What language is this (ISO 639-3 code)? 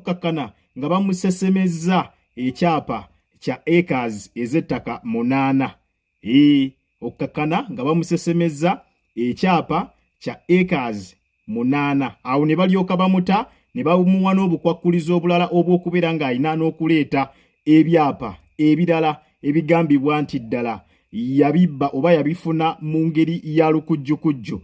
lug